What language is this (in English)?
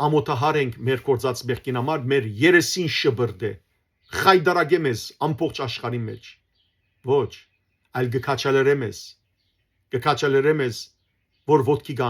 Western Armenian